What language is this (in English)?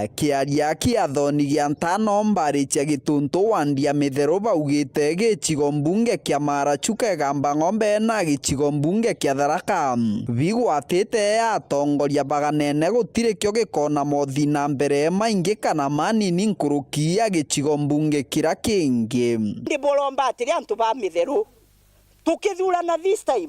Meru